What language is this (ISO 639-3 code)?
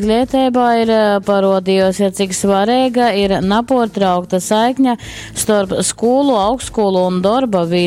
ltg